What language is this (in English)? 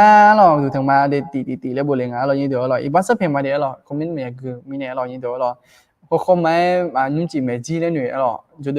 Akha